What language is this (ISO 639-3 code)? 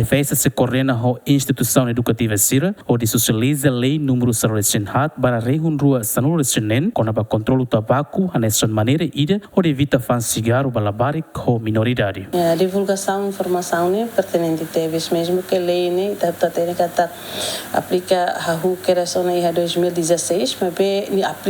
tet